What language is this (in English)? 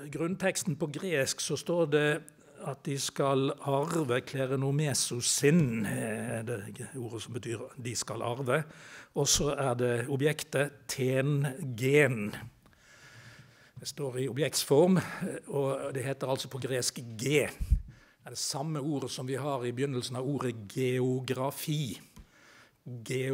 Norwegian